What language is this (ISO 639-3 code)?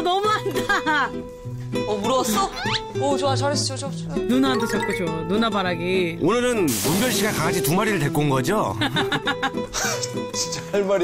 kor